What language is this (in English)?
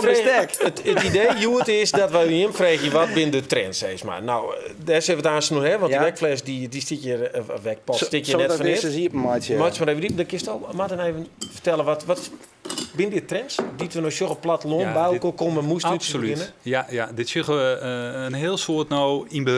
Western Frisian